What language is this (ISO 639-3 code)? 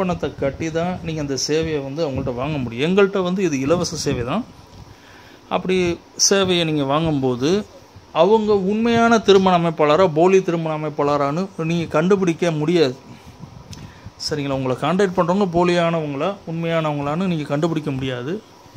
tam